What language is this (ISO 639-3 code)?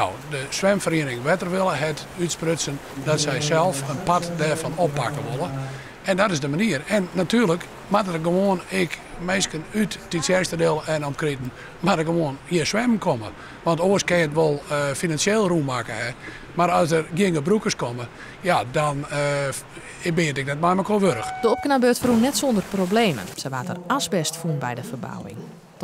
fry